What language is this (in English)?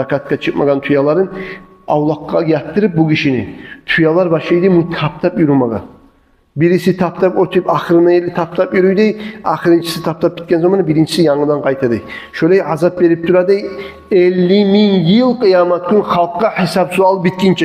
Kumyk